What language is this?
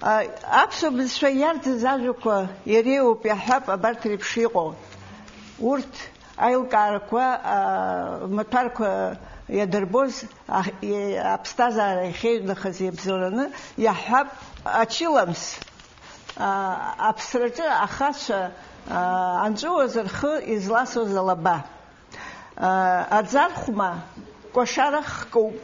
Abkhazian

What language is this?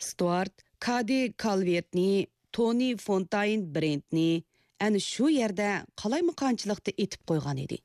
Uyghur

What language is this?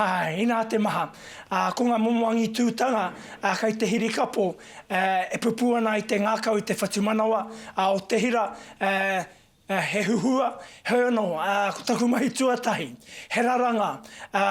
Māori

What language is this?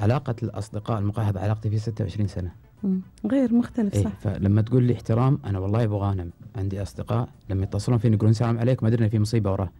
Gulf Arabic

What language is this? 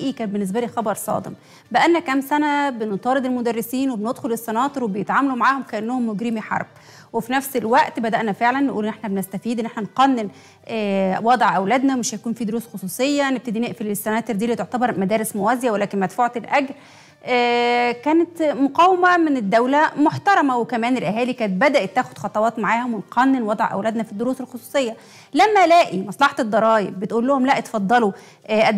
Egyptian Arabic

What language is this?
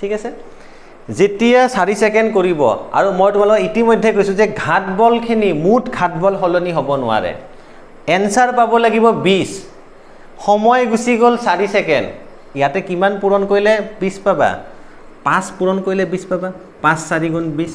Assamese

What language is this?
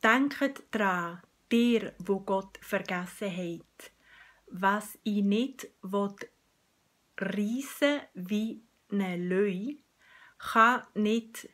Swiss German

